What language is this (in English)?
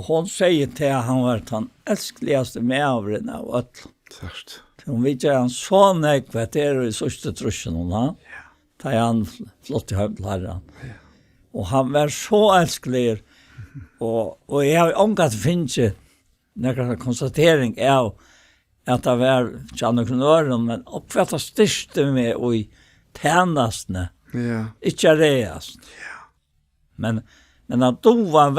Faroese